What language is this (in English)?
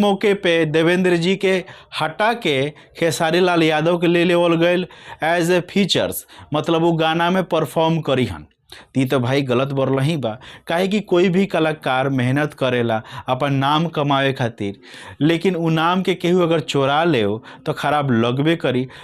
Bhojpuri